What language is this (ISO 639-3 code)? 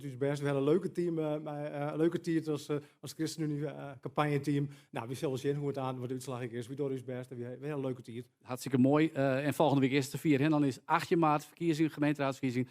fry